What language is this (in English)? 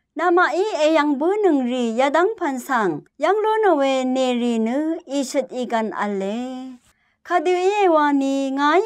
Rawang